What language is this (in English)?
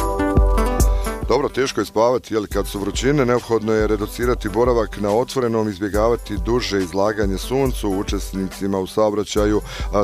Bosnian